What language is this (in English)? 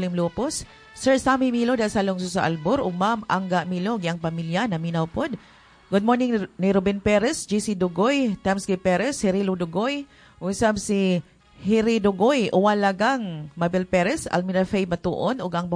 Cebuano